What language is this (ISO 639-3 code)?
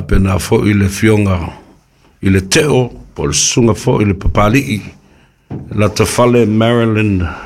smo